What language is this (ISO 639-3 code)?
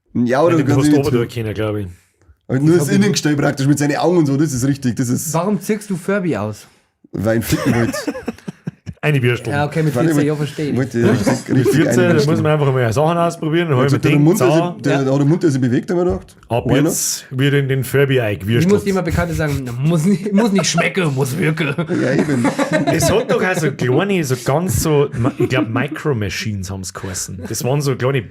bar